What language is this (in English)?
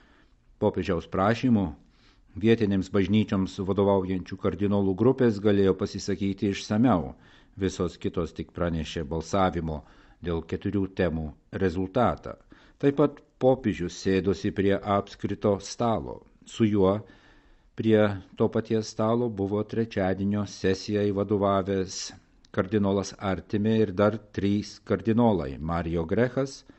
Lithuanian